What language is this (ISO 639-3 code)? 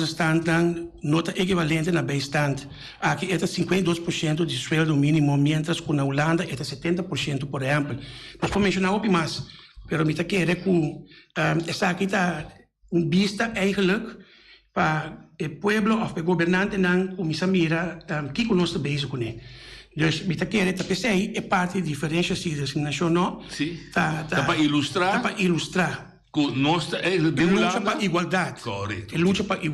pap